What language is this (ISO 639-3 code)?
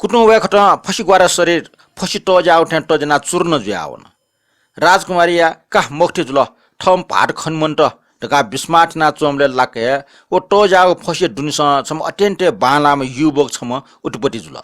new